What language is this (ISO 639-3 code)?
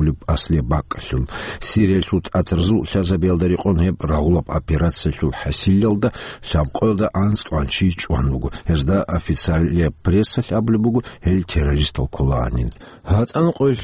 ava